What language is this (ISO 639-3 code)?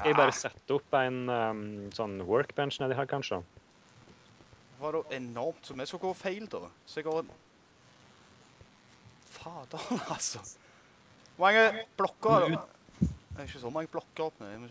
nor